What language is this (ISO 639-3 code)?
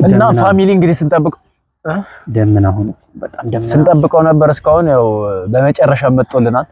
amh